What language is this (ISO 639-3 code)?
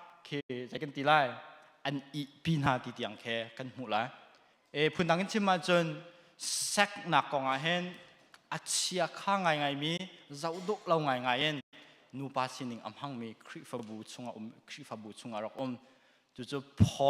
cnh